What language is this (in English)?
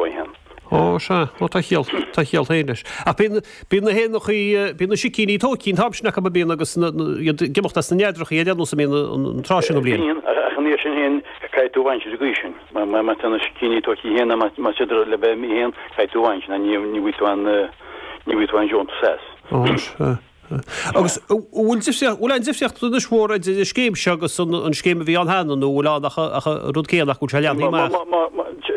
Irish